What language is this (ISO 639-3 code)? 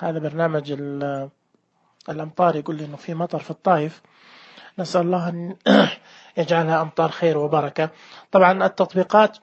ars